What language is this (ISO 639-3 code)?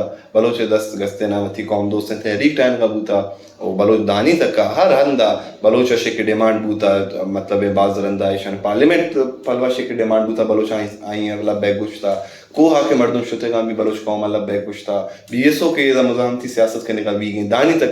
brh